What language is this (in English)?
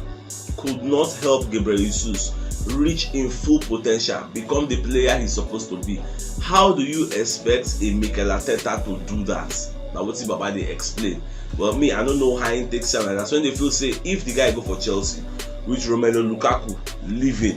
Nigerian Pidgin